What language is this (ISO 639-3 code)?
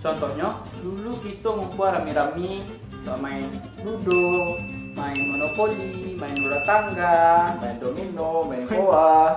min